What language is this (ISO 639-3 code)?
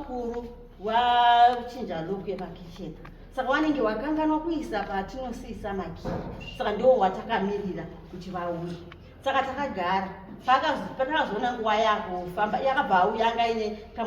sna